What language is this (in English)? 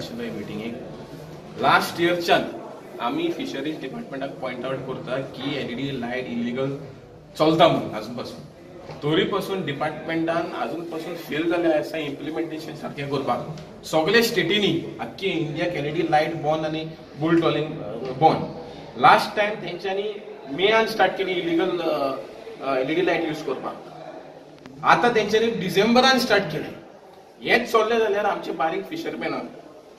Konkani